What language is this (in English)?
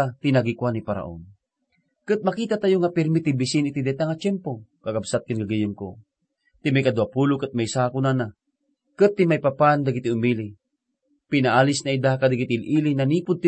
Iloko